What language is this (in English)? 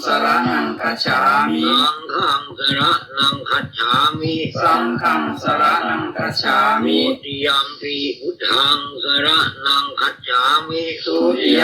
Pali